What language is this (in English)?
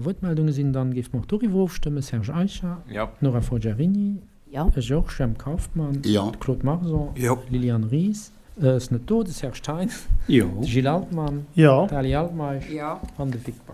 Luxembourgish